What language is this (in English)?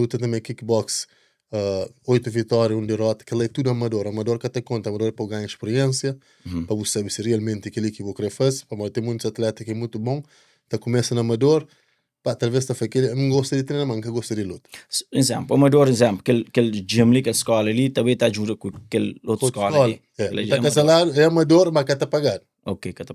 Kabuverdianu